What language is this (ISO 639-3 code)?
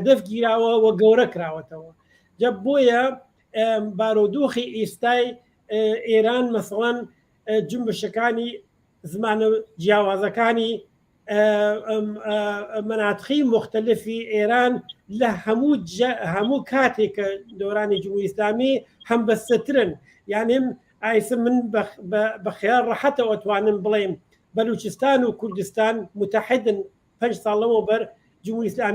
ckb